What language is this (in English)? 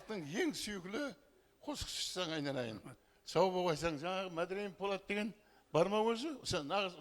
Kara-Kalpak